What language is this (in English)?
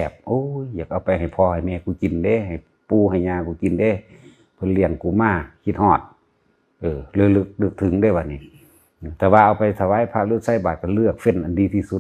Northeastern Thai